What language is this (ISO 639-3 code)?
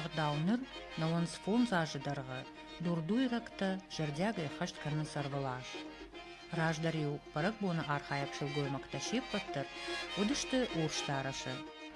oss